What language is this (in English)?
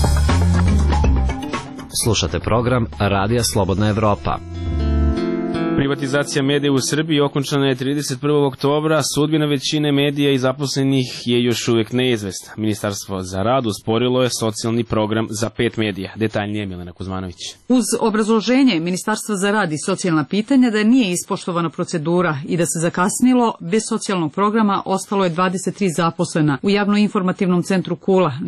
Serbian